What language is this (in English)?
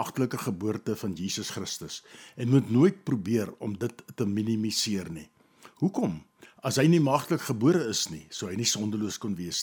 Afrikaans